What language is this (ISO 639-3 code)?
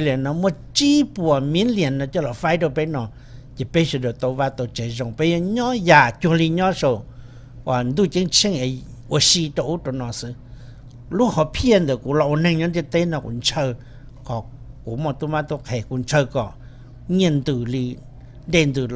hmn